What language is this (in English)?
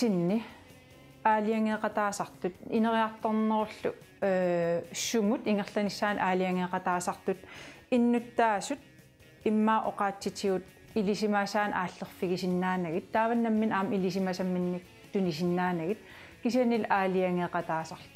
Kalaallisut